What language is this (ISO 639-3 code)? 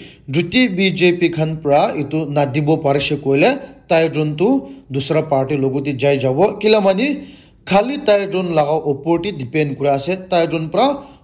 nag